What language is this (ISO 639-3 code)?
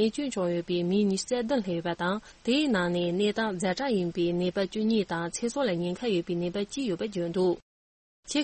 bod